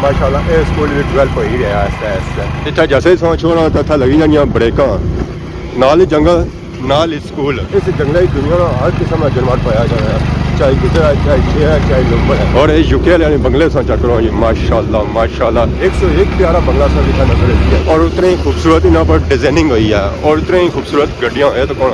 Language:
Pahari-Potwari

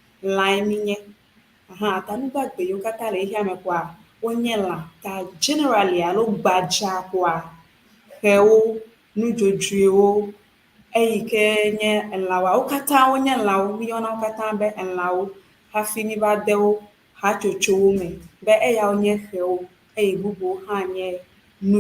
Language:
Ewe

